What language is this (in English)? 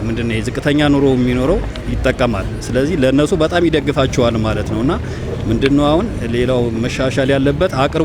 Amharic